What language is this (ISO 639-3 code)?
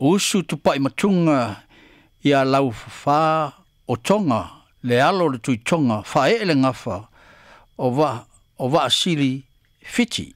smo